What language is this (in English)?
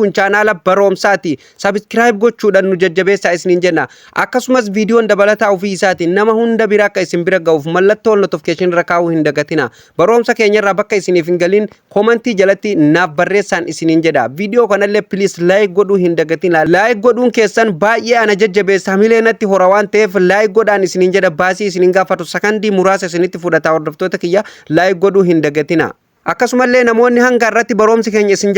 Oromo